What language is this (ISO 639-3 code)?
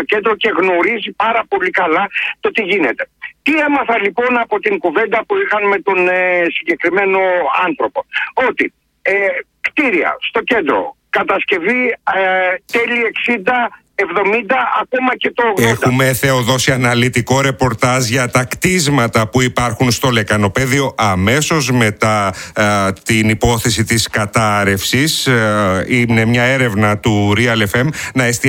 ell